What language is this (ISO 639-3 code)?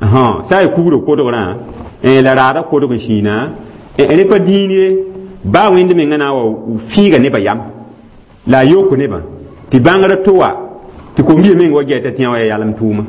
mos